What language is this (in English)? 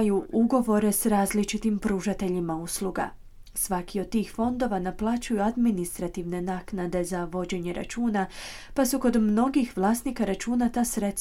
Croatian